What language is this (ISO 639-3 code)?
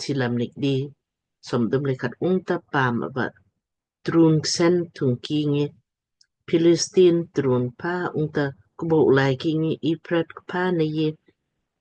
lmk